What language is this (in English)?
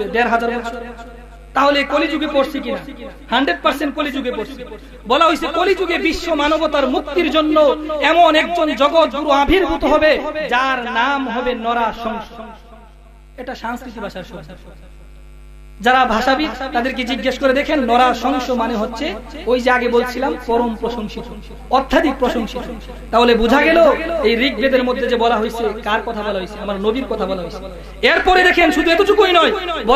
Bangla